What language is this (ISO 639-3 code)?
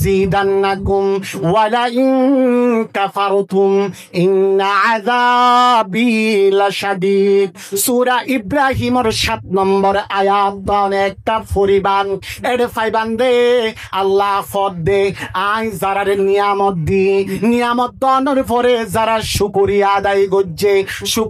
rhg